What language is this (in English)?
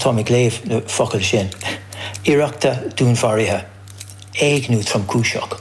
Irish